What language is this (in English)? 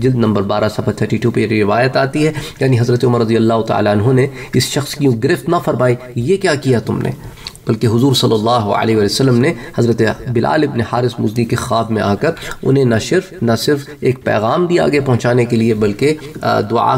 Urdu